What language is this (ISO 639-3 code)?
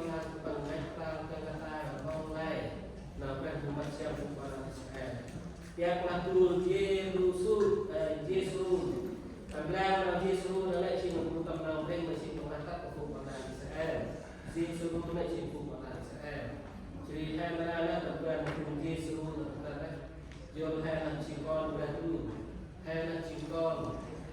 cmo